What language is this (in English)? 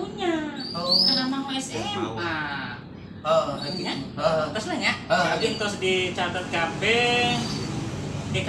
Sundanese